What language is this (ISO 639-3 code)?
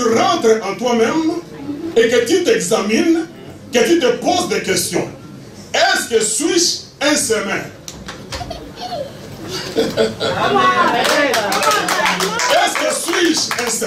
fra